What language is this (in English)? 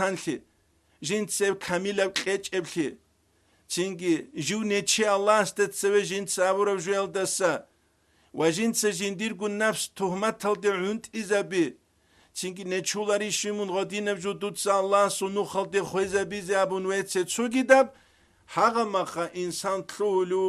Avaric